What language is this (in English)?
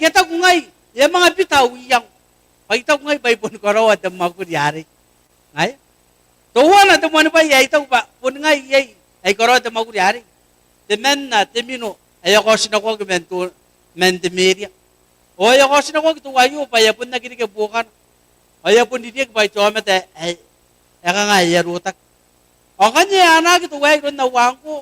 Gilbertese